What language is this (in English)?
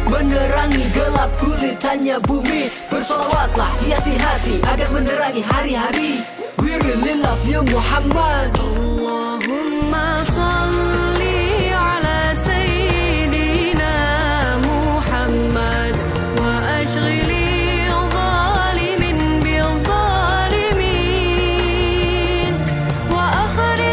Indonesian